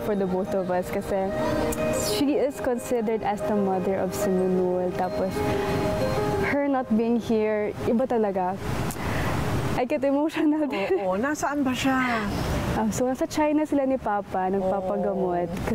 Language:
Filipino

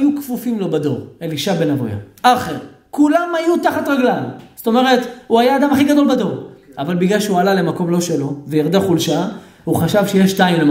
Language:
Hebrew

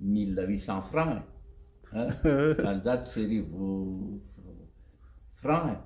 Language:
Malagasy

